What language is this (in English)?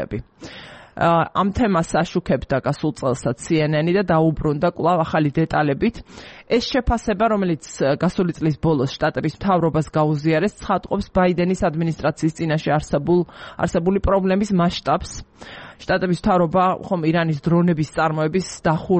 Georgian